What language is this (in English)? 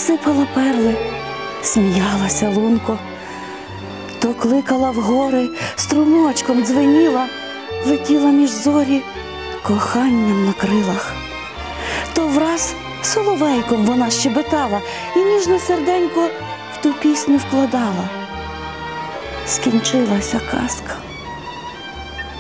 Ukrainian